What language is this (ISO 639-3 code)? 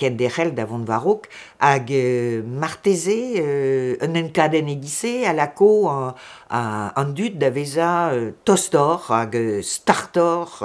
bre